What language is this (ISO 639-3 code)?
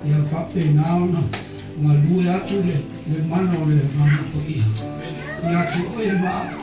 smo